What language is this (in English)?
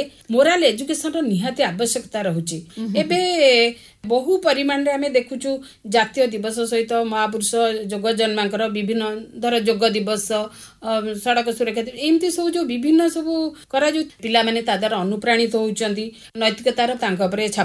Odia